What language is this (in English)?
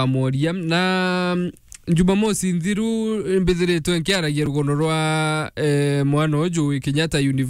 Meru